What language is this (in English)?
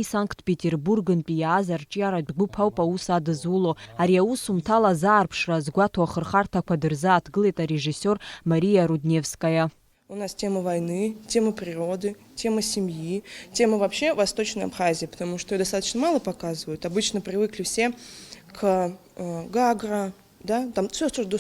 Abkhazian